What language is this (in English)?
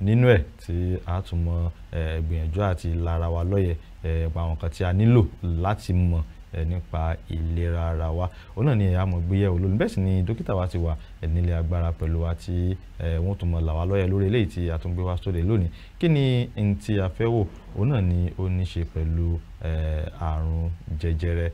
Yoruba